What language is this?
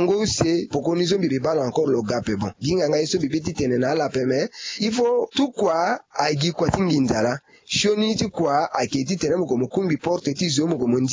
Sango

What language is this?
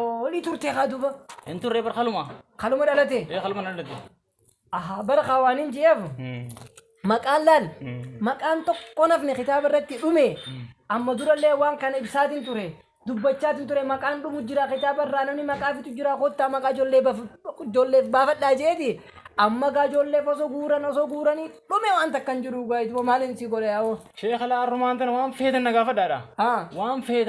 Oromo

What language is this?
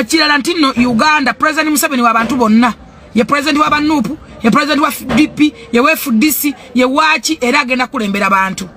Ganda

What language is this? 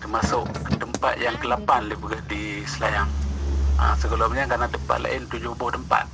Achinese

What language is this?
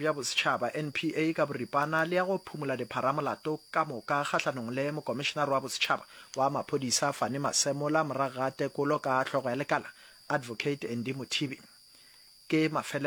Northern Sotho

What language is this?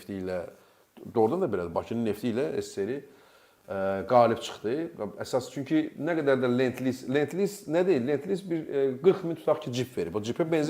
Azerbaijani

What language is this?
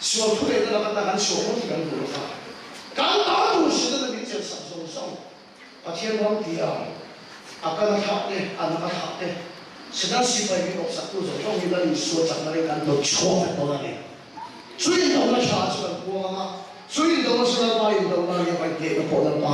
Mizo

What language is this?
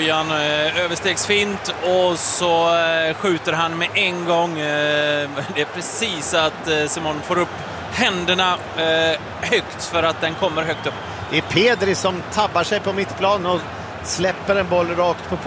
Swedish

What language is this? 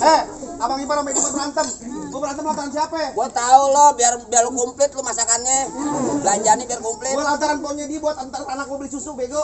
Betawi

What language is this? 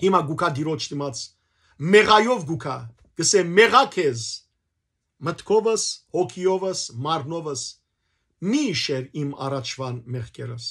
Western Armenian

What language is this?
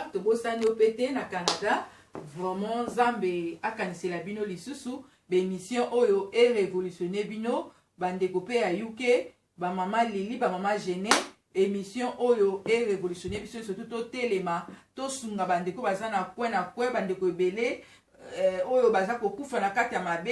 Lingala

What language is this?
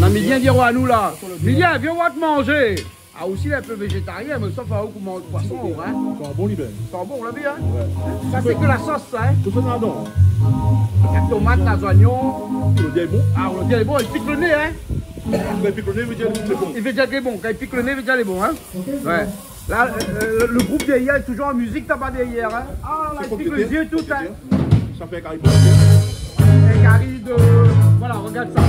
Réunion Creole French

